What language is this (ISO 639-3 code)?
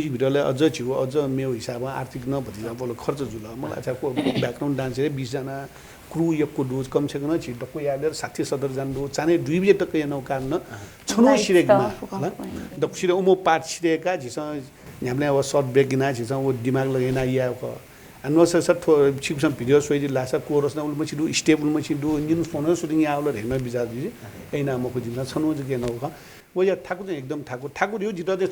new